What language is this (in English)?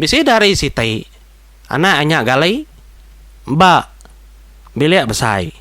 Iban